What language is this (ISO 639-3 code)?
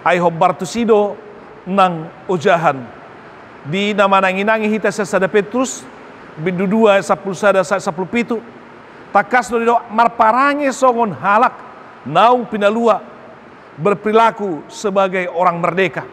bbc